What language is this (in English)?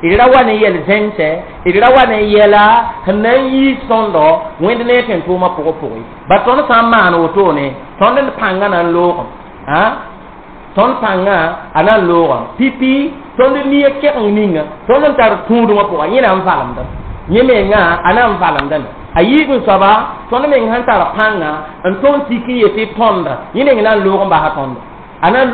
Mossi